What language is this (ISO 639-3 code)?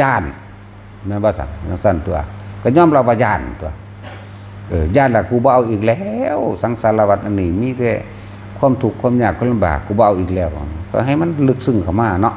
tts